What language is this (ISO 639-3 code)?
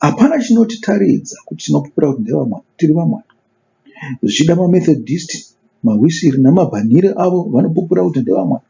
sna